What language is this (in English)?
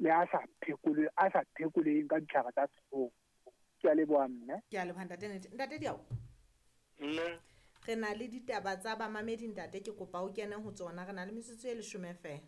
Southern Sotho